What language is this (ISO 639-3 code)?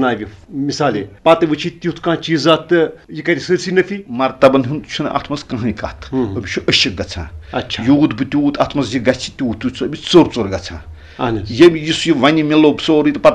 kas